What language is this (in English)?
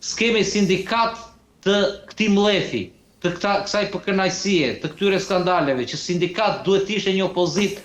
Albanian